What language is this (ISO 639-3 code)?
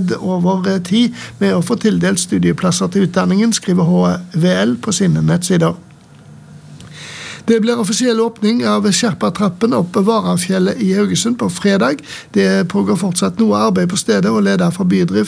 nor